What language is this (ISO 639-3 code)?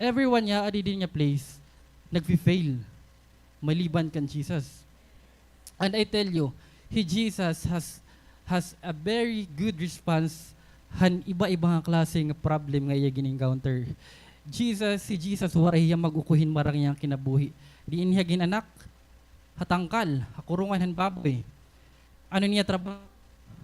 war